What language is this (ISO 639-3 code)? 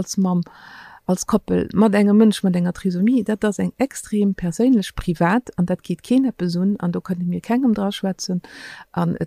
ltz